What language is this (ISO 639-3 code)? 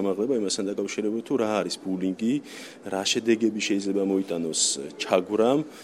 kat